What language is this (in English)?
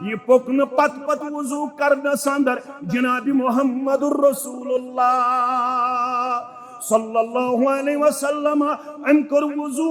Kashmiri